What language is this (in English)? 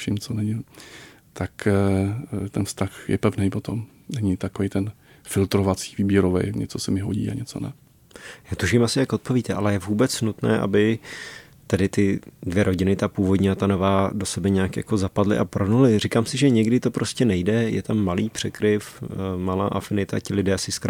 Czech